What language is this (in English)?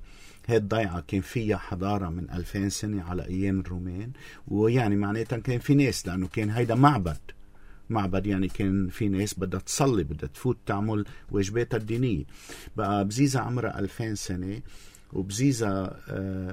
North Levantine Arabic